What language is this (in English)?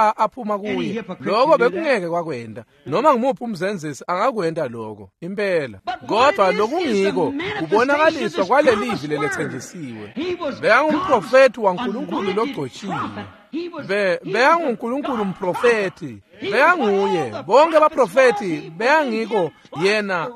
Swati